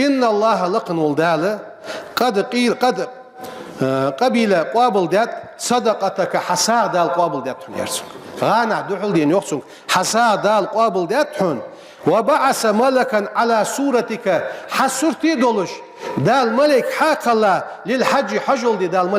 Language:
Ingush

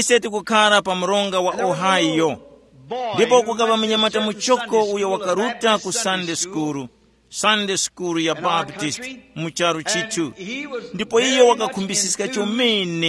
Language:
Tumbuka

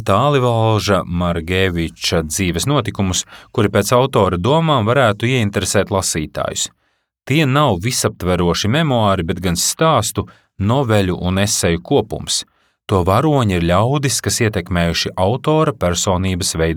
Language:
Latvian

